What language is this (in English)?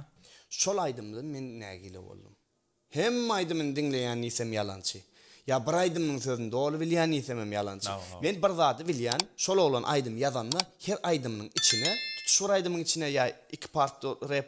Turkmen